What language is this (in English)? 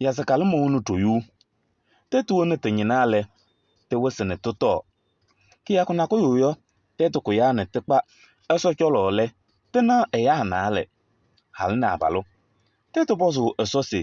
Kabiyè